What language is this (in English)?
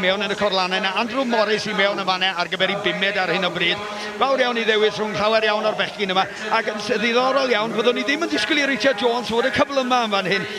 Welsh